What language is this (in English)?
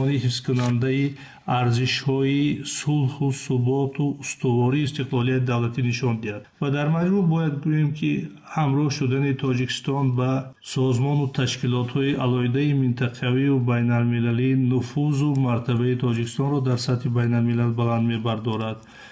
Tajik